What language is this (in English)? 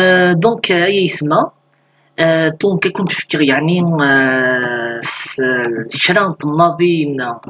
Kabyle